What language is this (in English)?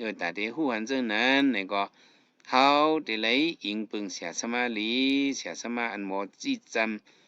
Shan